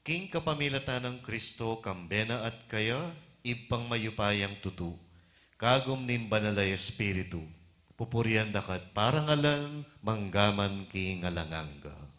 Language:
Pampanga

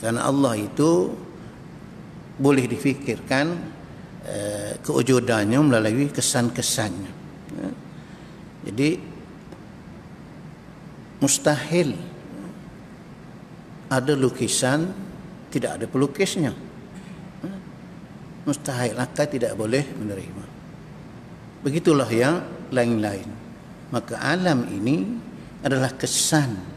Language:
Malay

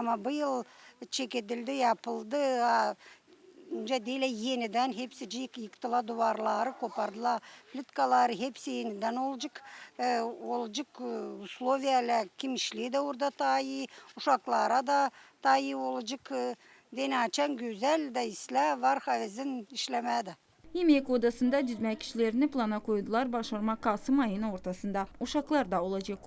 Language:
Gagauz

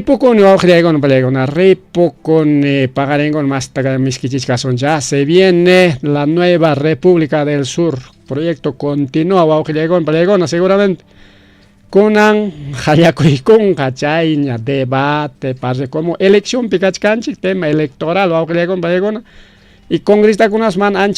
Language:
Ayacucho Quechua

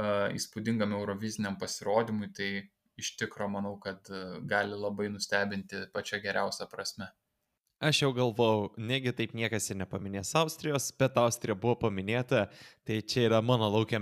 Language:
Lithuanian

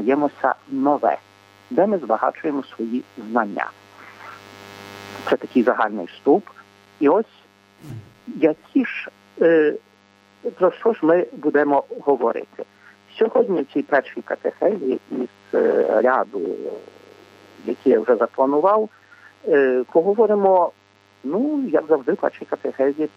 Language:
Ukrainian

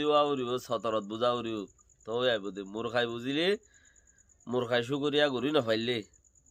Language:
Rohingya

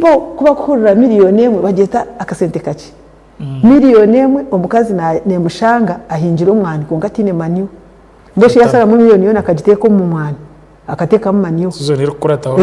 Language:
Nyankole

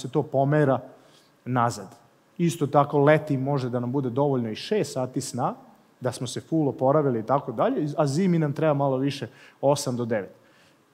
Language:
Serbian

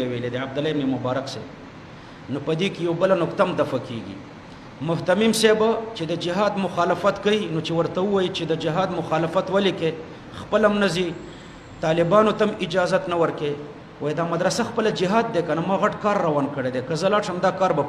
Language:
Pashto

